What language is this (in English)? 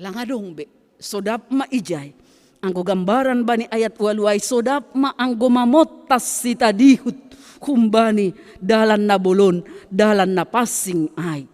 Batak Simalungun